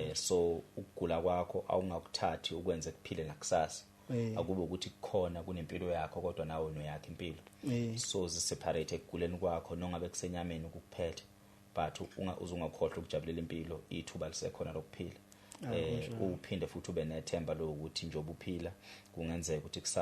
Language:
Zulu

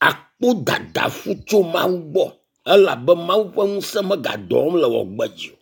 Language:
Ewe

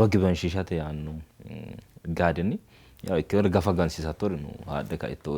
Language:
Sidamo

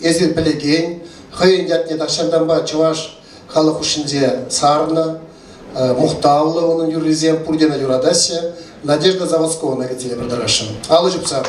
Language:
Chuvash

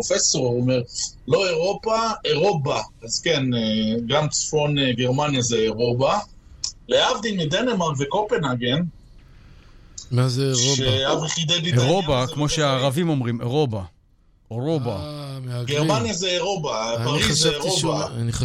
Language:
Hebrew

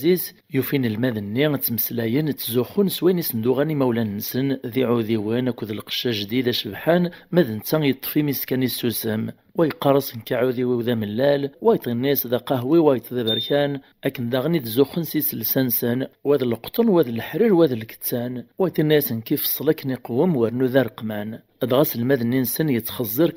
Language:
Kabyle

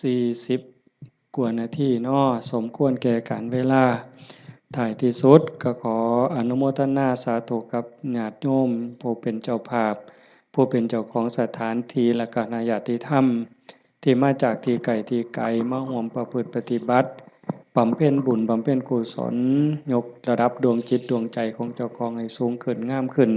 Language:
Northeastern Thai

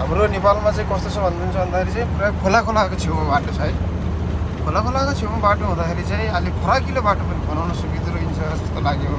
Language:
Nepali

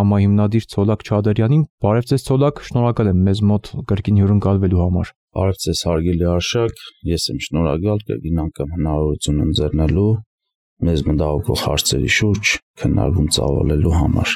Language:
Armenian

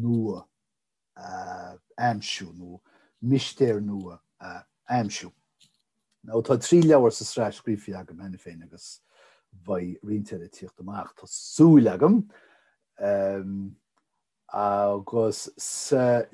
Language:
Irish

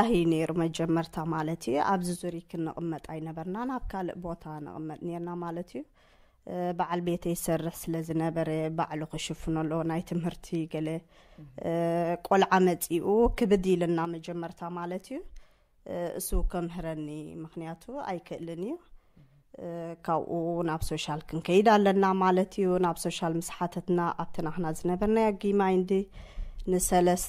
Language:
Tigrinya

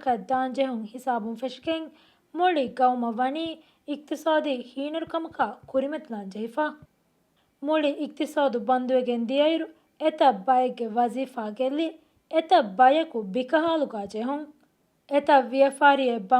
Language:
Divehi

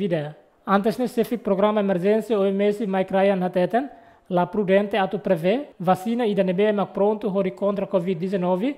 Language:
Tetum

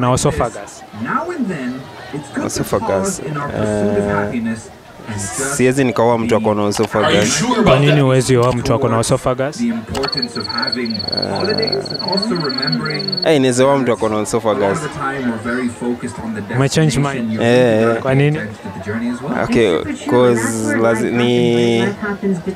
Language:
Swahili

